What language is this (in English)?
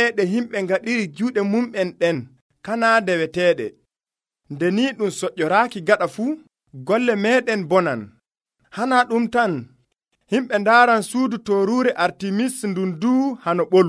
Nigerian Fulfulde